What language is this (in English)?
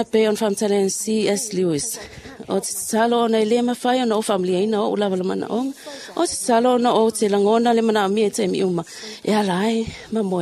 Samoan